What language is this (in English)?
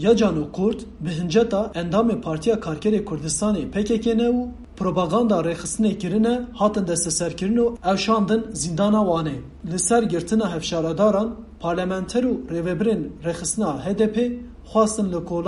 Kurdish